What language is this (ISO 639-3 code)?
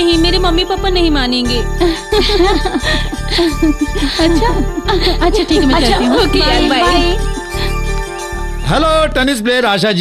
hin